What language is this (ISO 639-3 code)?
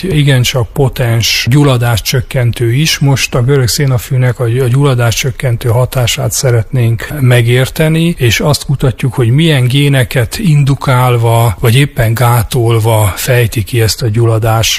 hun